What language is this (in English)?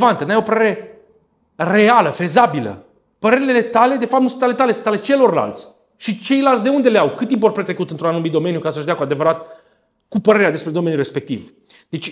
Romanian